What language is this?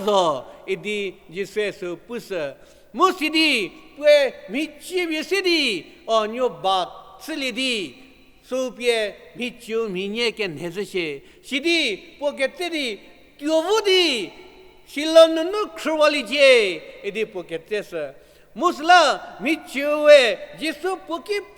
Angami Naga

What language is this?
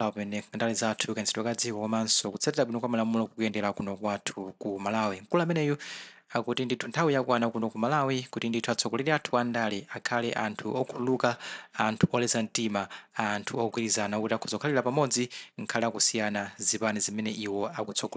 Nyanja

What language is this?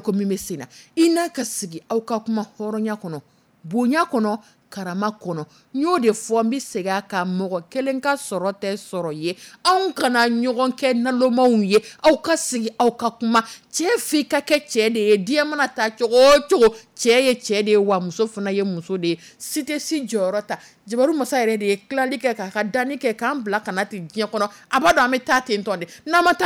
Dyula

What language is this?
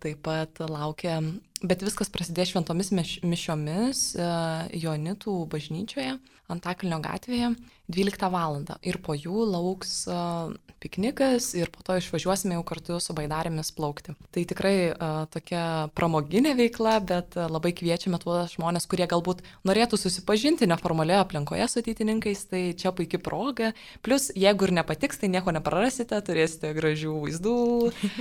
Lithuanian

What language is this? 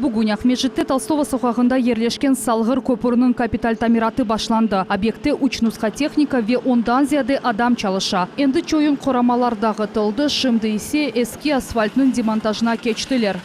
Crimean Tatar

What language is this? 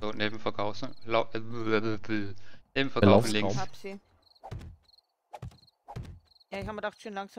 German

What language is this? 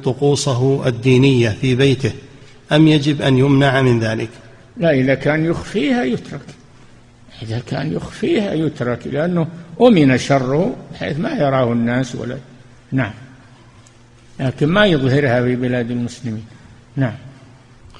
Arabic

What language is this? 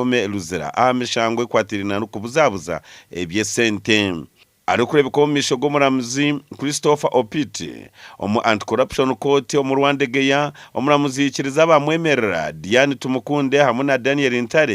Nyankole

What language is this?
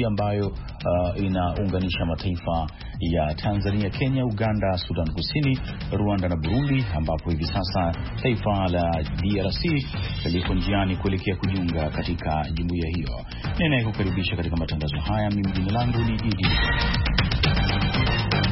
Swahili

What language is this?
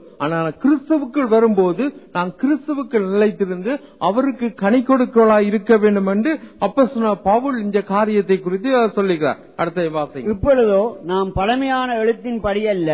Tamil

